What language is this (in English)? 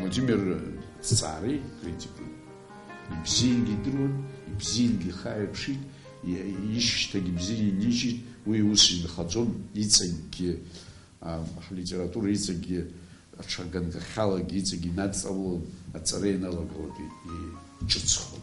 Abkhazian